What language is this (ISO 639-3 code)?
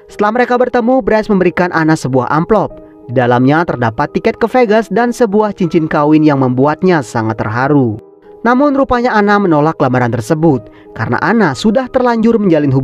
ind